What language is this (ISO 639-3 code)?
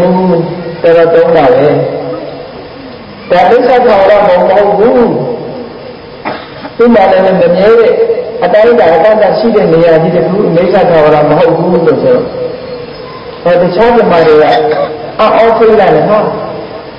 mya